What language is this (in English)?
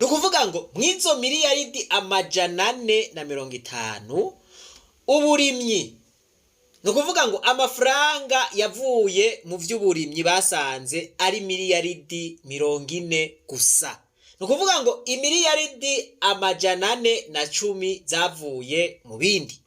Rundi